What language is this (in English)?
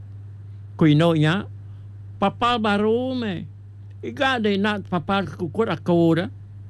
Iban